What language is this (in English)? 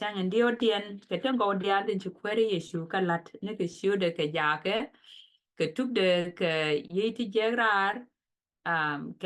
Nuer